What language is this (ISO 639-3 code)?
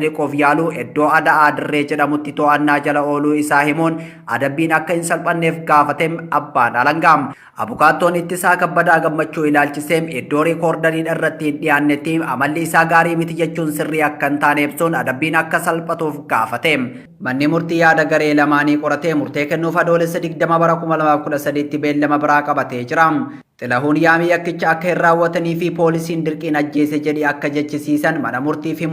orm